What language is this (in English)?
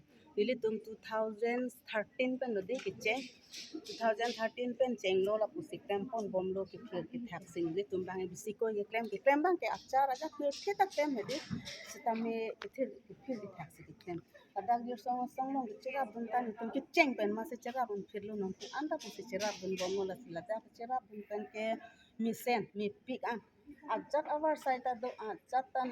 Karbi